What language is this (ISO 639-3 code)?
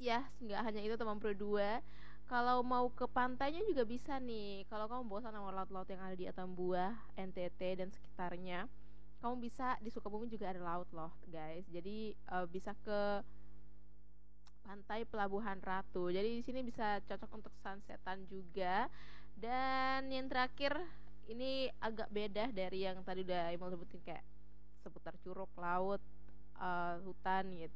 ind